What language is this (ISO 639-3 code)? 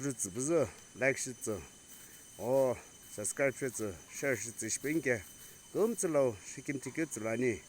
nsm